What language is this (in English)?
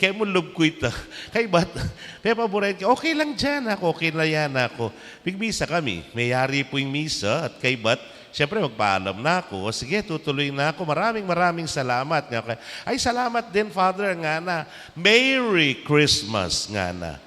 Pampanga